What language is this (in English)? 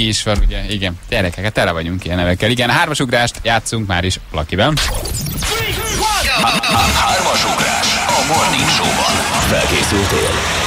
Hungarian